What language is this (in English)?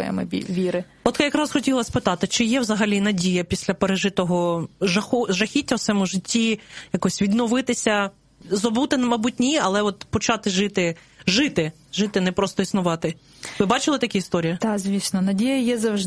Ukrainian